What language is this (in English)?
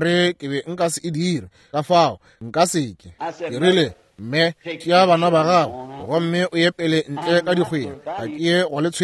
Northern Sotho